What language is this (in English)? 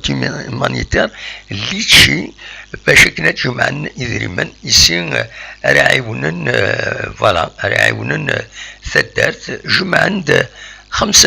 Kabyle